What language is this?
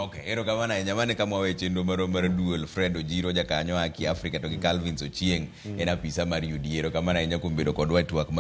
Luo (Kenya and Tanzania)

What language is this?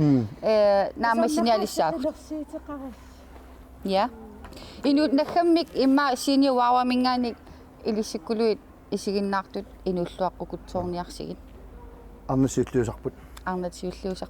Kalaallisut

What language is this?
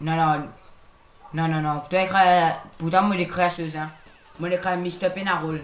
Morisyen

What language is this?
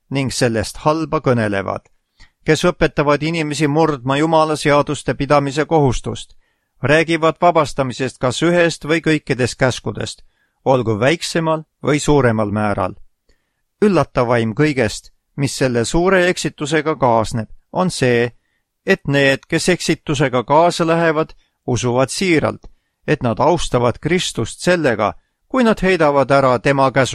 Estonian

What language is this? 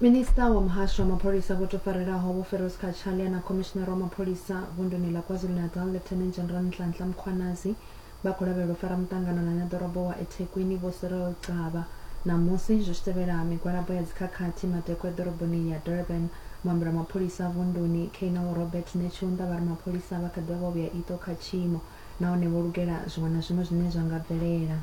Venda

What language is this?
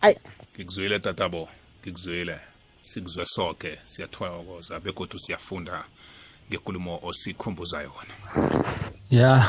South Ndebele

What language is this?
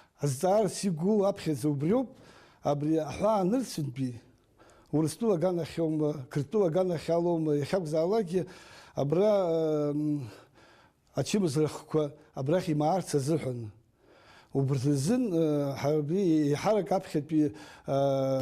Abkhazian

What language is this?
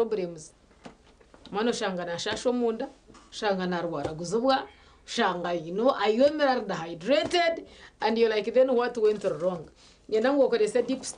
Nyankole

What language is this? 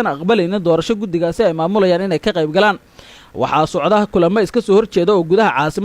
Somali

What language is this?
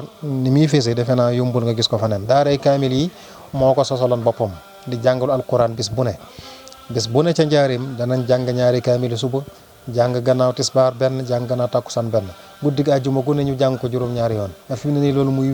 Wolof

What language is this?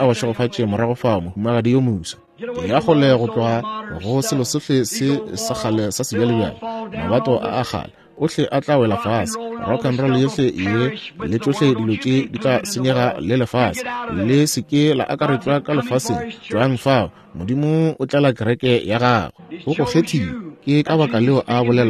Northern Sotho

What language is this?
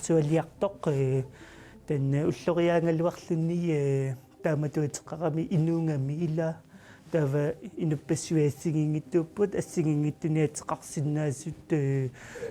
Kalaallisut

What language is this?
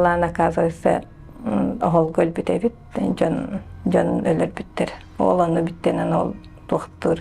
Yakut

